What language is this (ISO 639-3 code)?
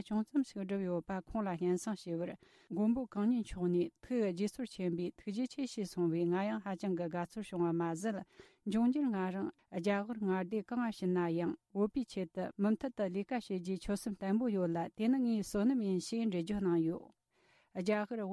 bod